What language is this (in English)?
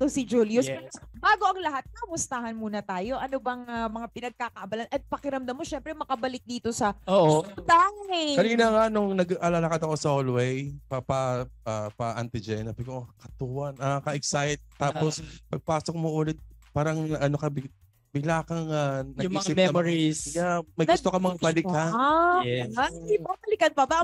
Filipino